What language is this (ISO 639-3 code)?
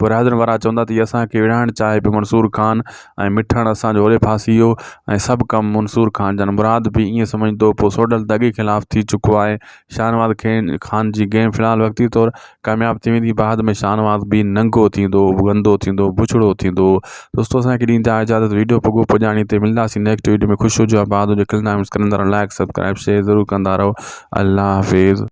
snd